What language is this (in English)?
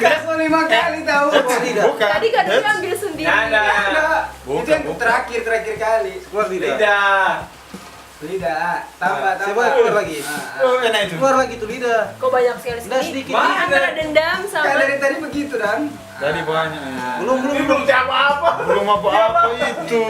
Manado Malay